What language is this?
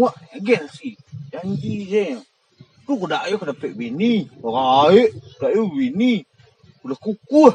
Minangkabau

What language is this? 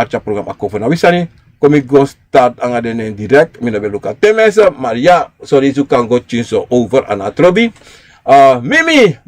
Sranan Tongo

